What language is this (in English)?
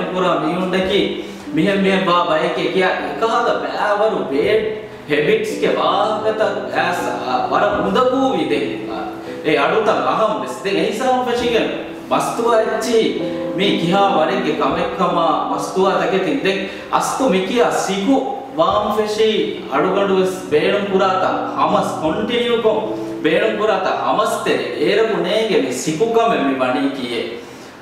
Divehi